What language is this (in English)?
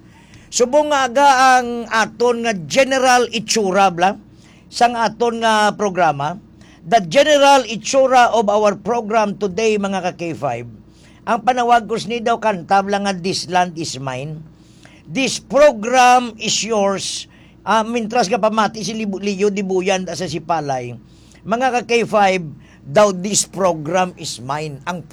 Hiligaynon